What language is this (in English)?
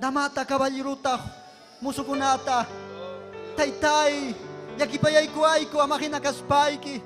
Ayacucho Quechua